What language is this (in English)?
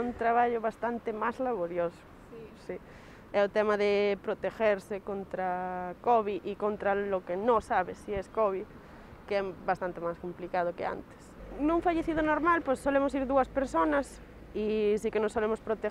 Galician